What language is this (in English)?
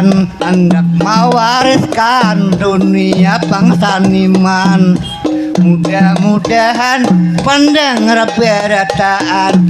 Banjar